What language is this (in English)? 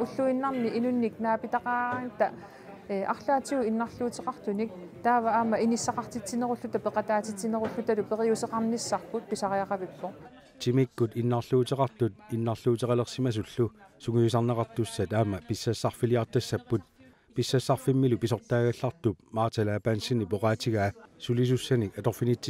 Kalaallisut